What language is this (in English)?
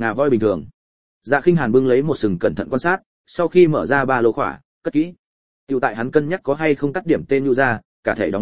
Vietnamese